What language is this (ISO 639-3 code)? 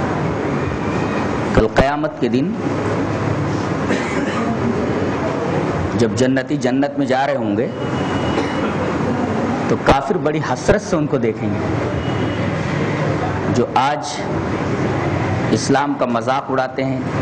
urd